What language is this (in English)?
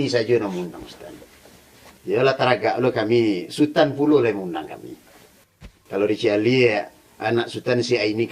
Minangkabau